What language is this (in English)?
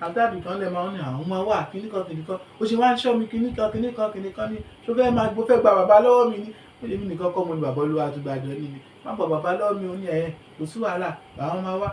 Yoruba